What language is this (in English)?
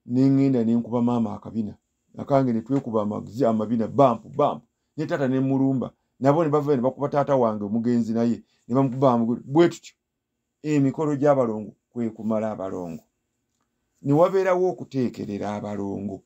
Ganda